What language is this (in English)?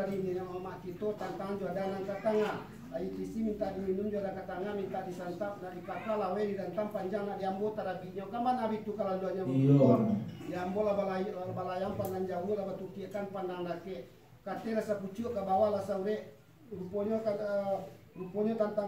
Minangkabau